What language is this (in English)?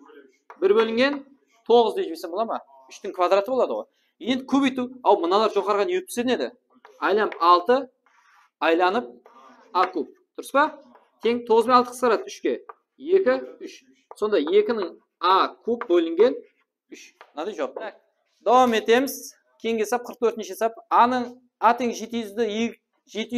Kara-Kalpak